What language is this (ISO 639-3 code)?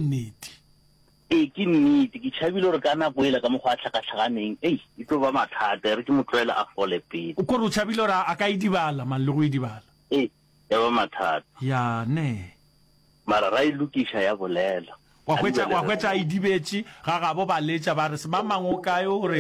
nso